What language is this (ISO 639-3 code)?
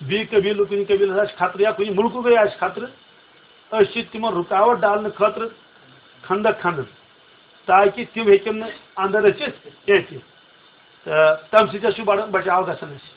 kas